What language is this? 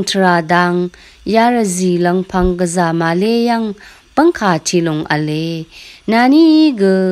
Rawang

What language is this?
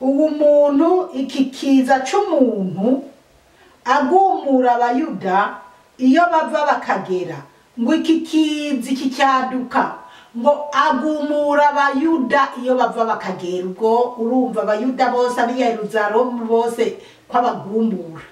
Rundi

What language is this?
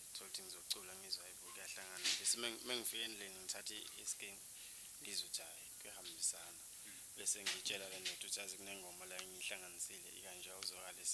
Zulu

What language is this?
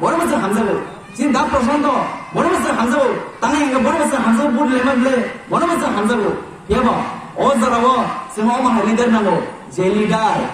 Kok Borok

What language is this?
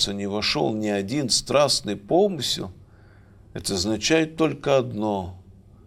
Russian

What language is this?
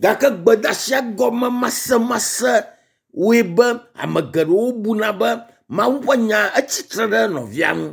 Ewe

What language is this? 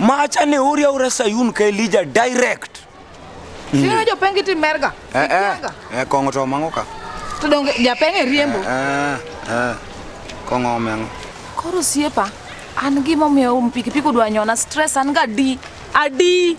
Luo (Kenya and Tanzania)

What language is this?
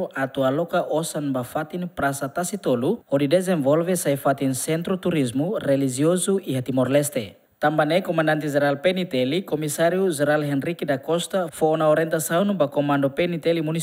Tetum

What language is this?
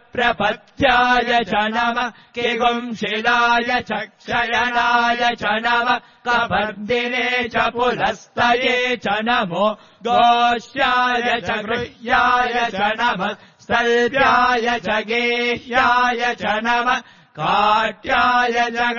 Sanskrit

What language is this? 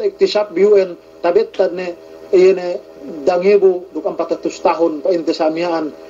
Yakan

